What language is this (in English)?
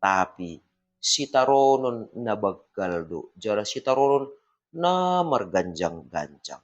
Batak Simalungun